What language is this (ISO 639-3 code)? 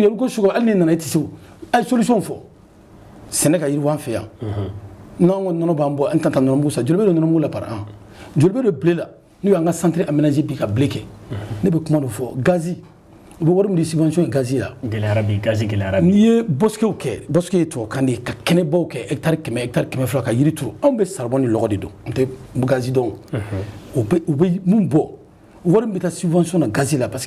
bam